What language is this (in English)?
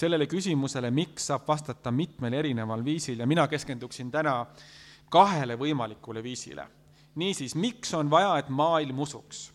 Estonian